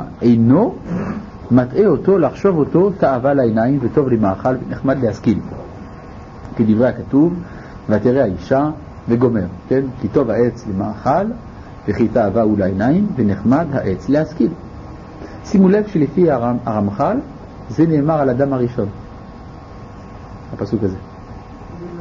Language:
Hebrew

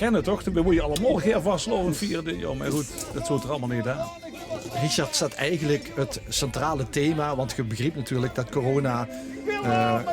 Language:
Limburgish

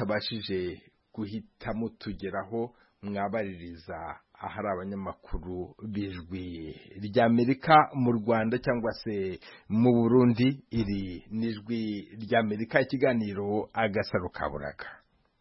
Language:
Kinyarwanda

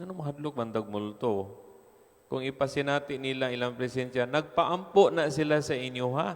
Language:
Cebuano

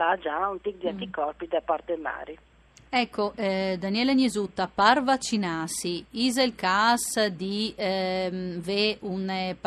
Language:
Friulian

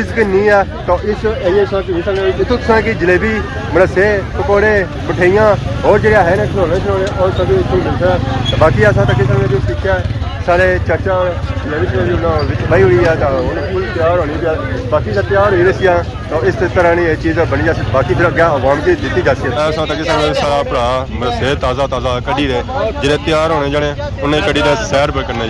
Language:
Pahari-Potwari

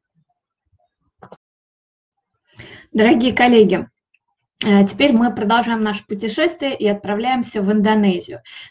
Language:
Russian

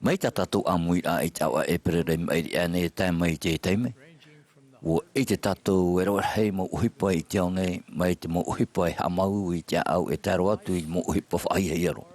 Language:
Tahitian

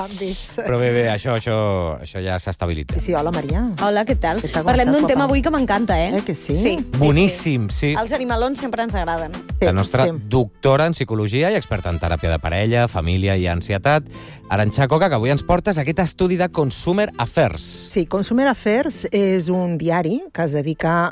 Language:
Catalan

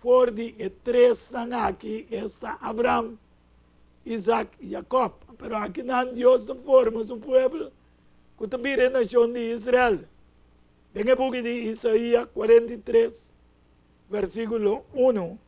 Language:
Papiamento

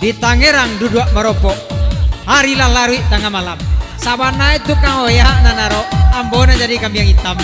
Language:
Minangkabau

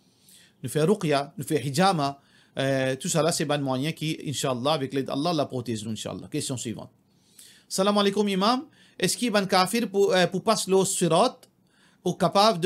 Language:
Morisyen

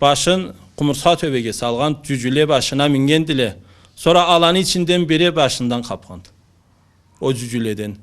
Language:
Karachay-Balkar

